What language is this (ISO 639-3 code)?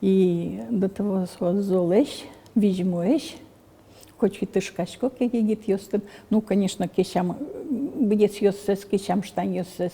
udm